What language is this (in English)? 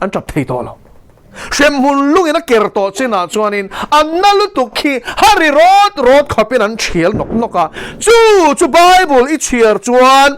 Mizo